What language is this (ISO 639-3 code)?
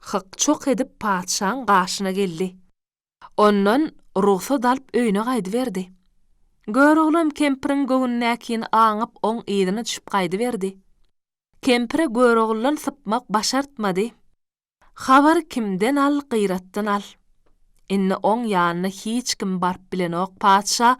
tuk